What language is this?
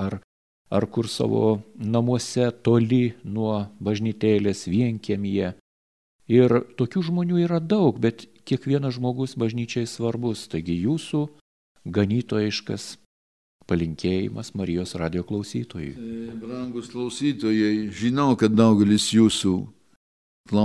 Lithuanian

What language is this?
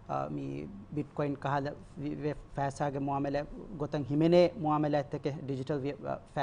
Divehi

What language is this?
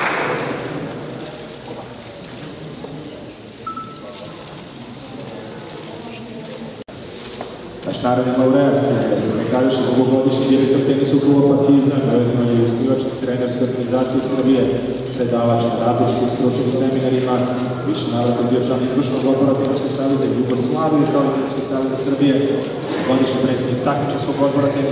Serbian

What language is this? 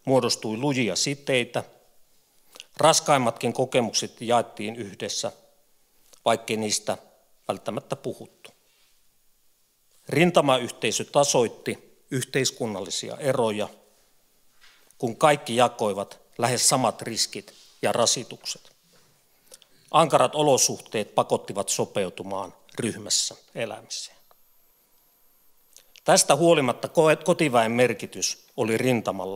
Finnish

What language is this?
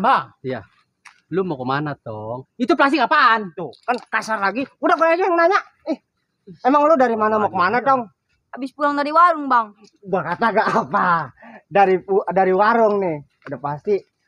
Betawi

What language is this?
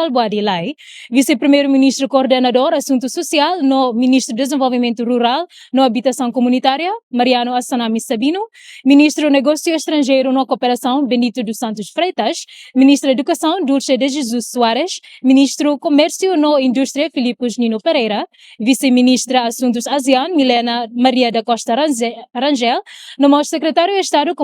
Tetum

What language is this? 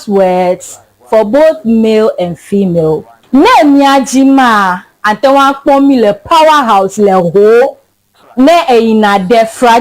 Ewe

